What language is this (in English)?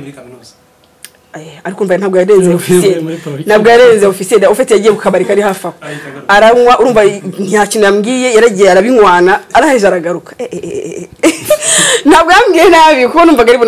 Kinyarwanda